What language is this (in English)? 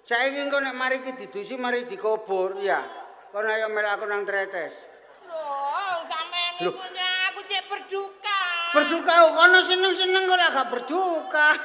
Javanese